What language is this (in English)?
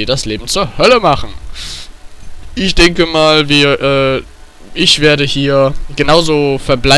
German